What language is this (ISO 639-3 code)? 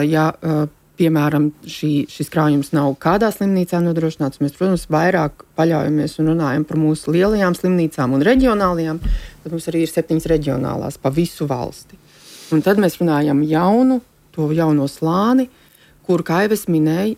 lav